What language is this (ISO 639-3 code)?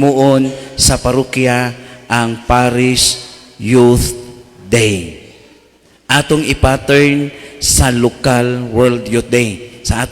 ceb